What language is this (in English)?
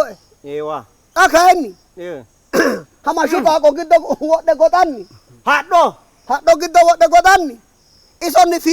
Sidamo